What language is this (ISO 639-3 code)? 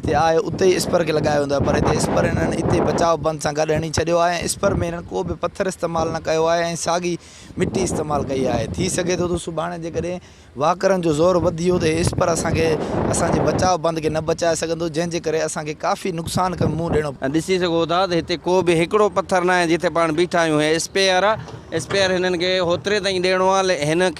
snd